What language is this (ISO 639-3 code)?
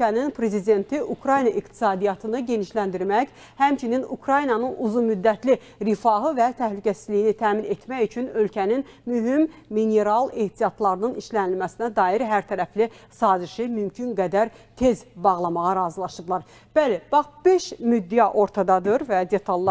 aze